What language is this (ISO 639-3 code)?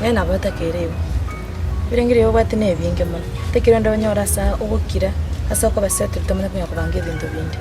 guz